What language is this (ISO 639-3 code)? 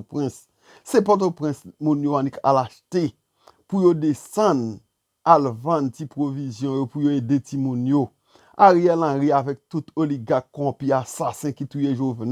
hat